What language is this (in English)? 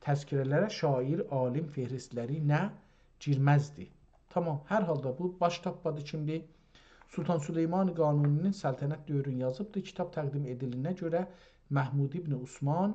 South Azerbaijani